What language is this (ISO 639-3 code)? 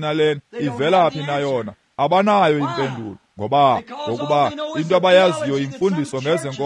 xho